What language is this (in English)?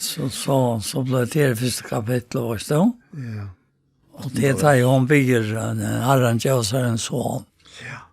Faroese